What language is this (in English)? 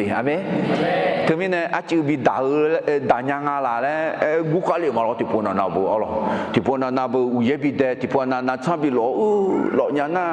Akha